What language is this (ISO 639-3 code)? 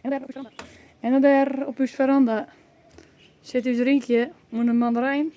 fry